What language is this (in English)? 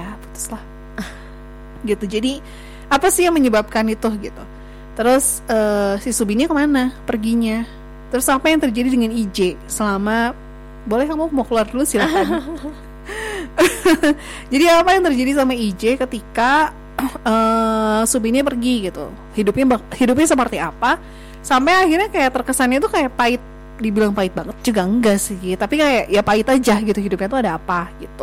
Indonesian